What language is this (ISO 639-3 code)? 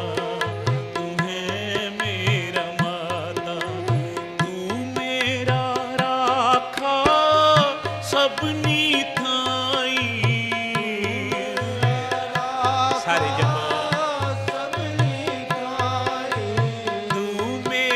pan